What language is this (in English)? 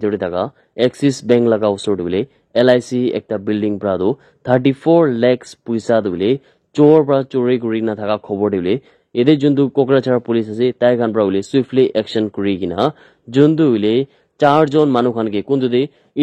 Naga Pidgin